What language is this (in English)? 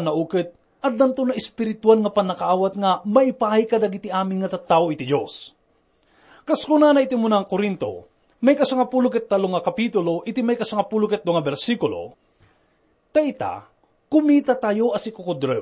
Iloko